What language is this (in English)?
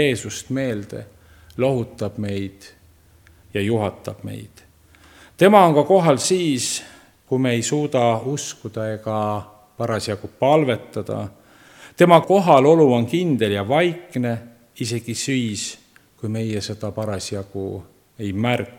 Estonian